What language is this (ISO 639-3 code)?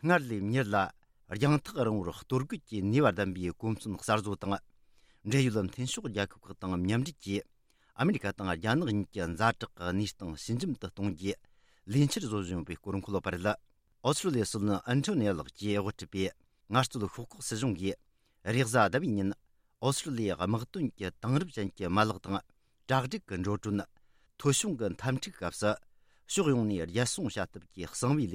bod